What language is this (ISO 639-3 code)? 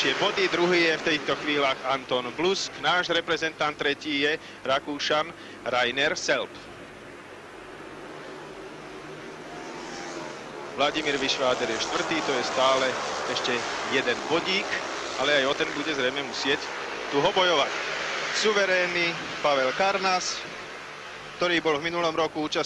slk